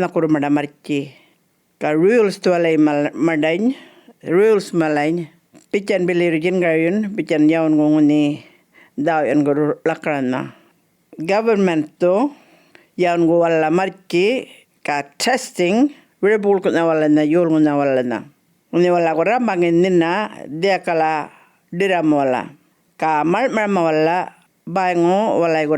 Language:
Djambarrpuyngu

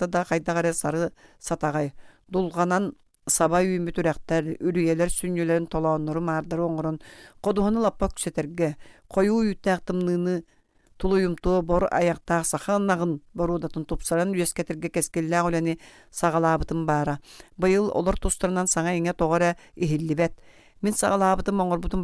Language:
Yakut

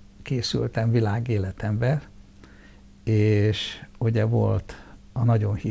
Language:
Hungarian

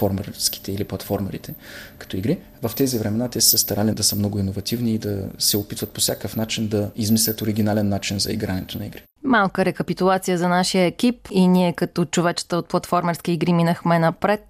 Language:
Bulgarian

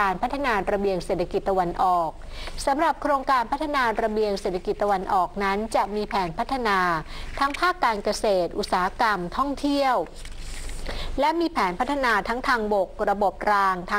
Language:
Thai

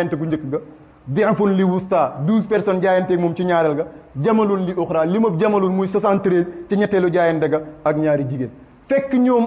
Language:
Wolof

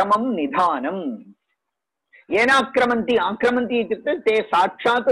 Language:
Sanskrit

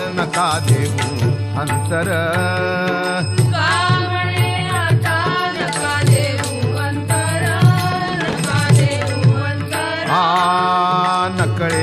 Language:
Marathi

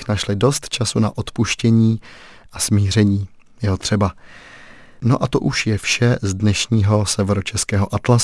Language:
Czech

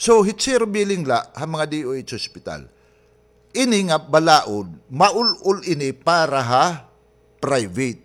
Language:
Waray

